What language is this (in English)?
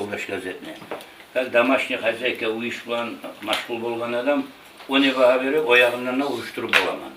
Kumyk